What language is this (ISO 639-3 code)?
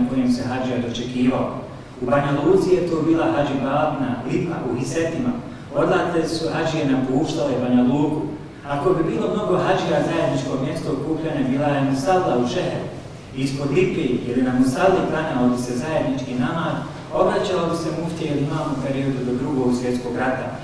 bos